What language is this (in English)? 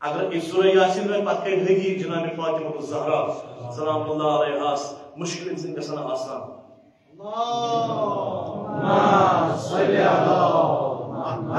Kashmiri